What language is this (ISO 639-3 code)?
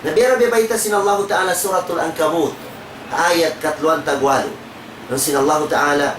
tsg